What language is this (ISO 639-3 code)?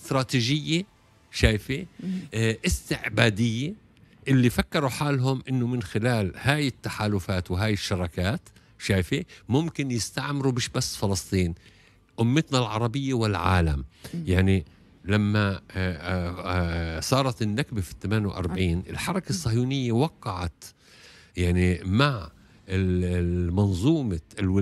aeb